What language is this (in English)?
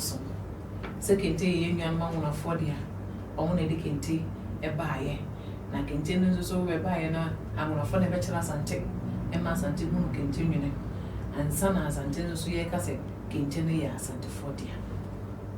Akan